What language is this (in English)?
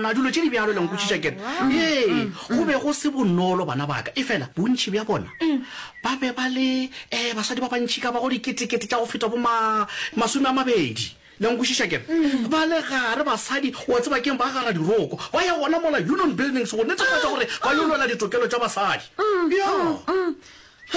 Northern Sotho